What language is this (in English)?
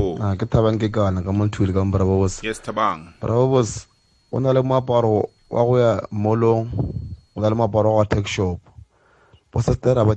South Ndebele